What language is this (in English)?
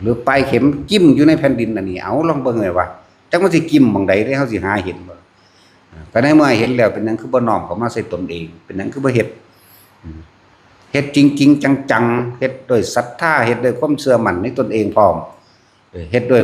Northeastern Thai